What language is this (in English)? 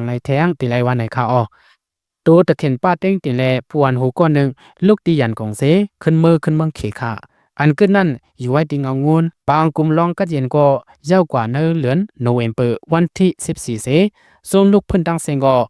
Shan